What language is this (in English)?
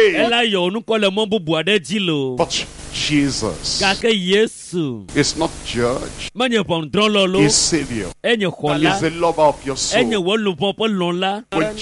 Ewe